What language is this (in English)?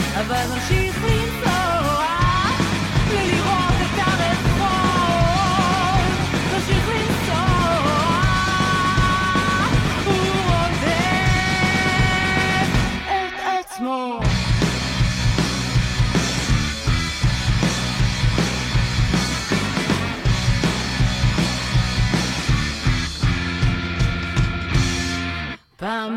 Hebrew